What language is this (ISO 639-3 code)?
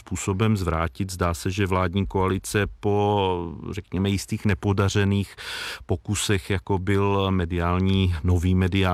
ces